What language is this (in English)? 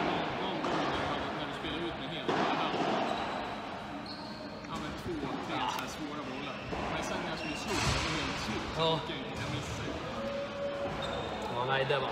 Swedish